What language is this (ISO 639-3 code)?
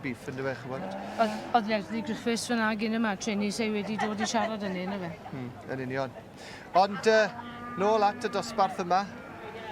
cym